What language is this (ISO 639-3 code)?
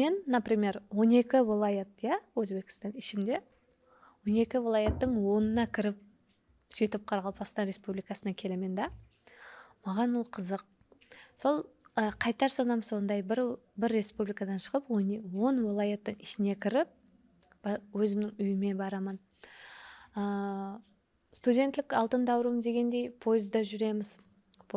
kaa